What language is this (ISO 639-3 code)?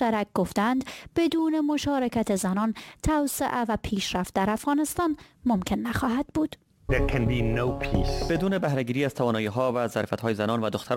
fas